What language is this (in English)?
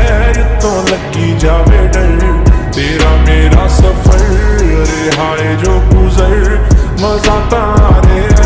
Punjabi